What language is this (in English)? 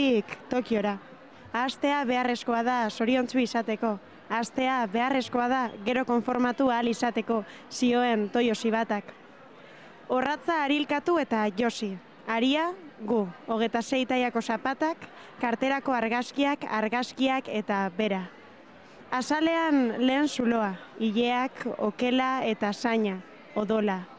Basque